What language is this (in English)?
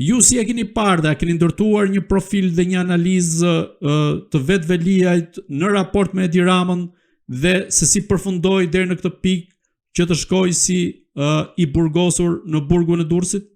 Albanian